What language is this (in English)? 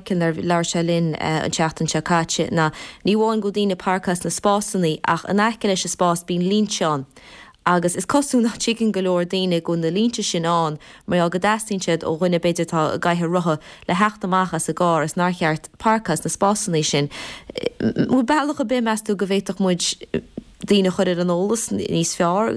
Irish